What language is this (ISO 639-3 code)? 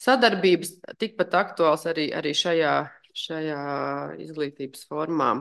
lav